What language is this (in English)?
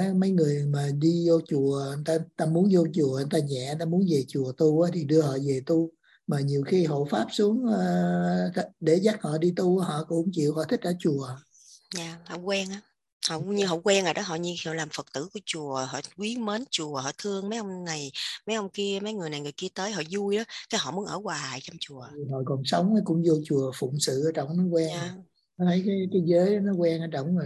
Vietnamese